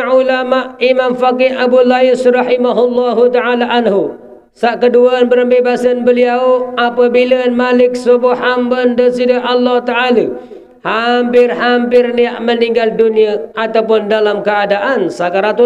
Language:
Sasak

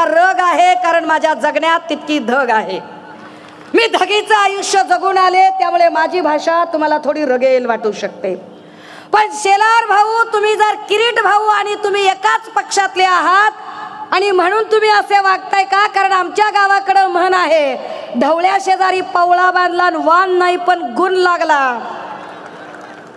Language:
Marathi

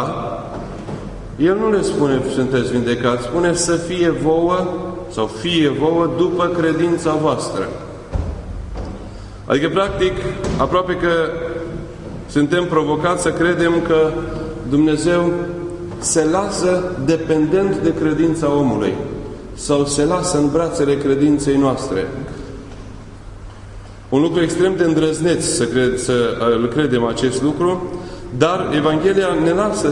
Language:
Romanian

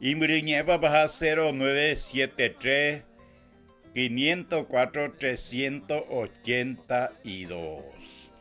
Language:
Guarani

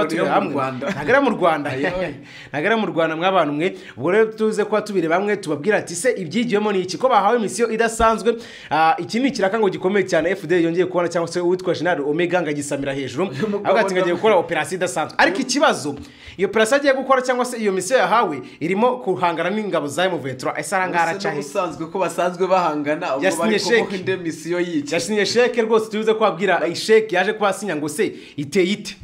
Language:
Kinyarwanda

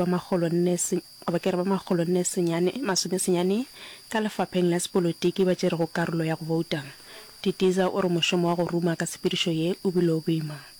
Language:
Northern Sotho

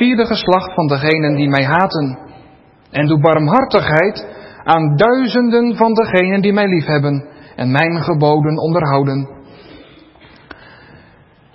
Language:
Dutch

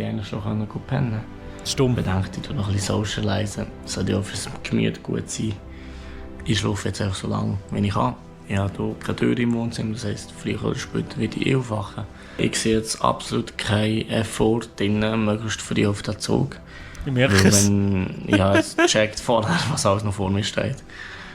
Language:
Swiss German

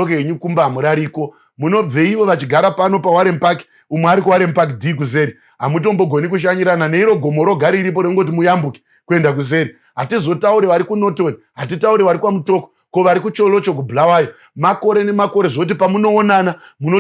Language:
Shona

